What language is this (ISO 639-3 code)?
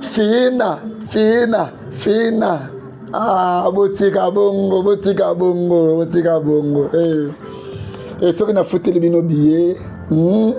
lin